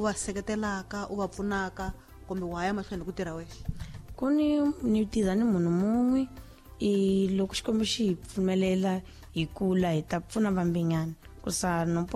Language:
Tsonga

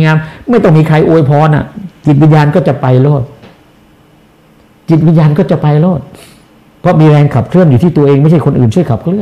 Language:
Thai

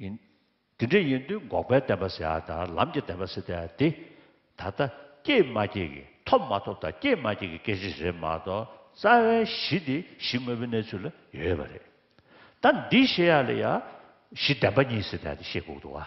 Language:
Tibetan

